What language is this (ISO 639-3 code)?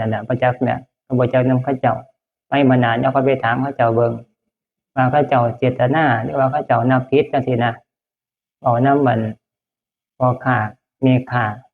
tts